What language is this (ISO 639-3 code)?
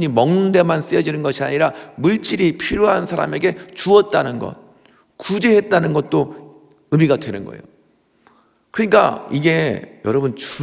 kor